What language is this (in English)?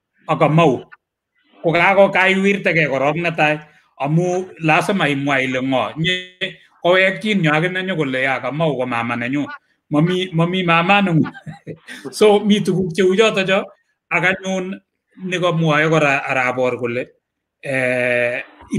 Kalenjin